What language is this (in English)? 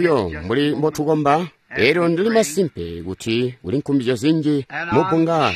Tonga (Zambia)